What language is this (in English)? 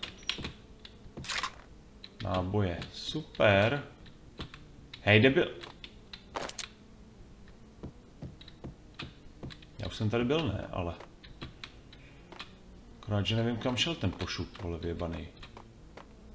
Czech